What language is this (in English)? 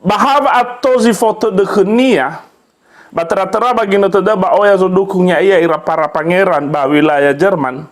Nias